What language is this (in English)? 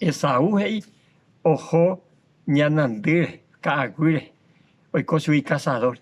Guarani